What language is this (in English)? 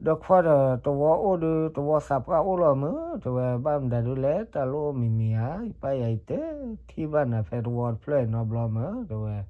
S'gaw Karen